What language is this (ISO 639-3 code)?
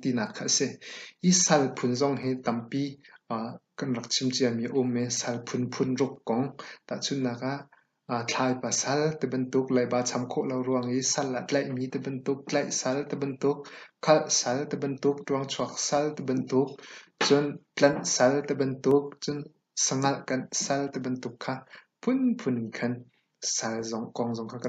cnh